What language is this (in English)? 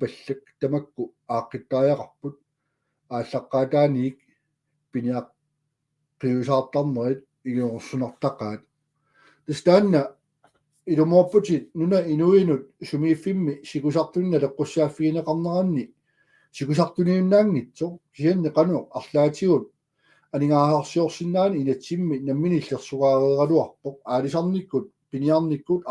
Kalaallisut